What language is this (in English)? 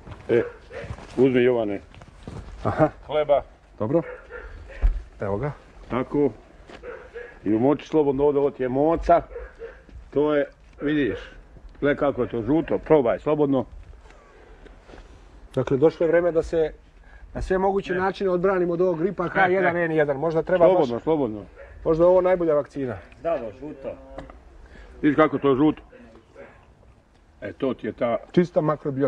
Serbian